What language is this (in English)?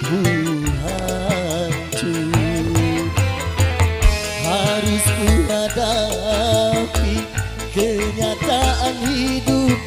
Indonesian